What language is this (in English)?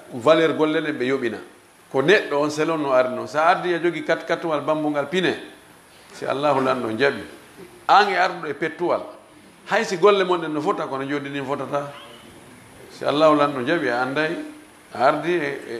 Fula